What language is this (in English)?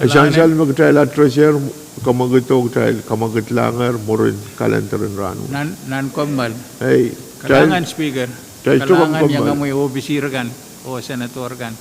Pohnpeian